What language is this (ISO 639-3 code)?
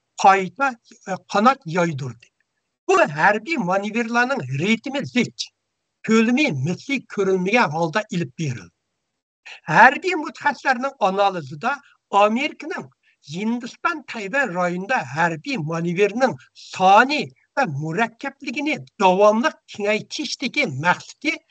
uig